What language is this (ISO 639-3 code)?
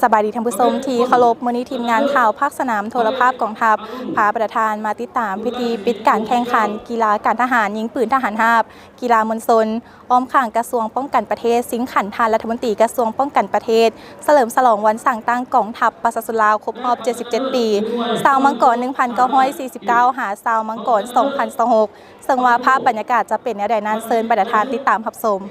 lao